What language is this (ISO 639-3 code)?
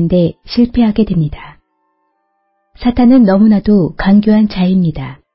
kor